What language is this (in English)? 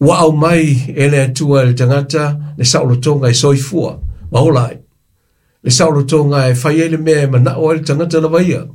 Samoan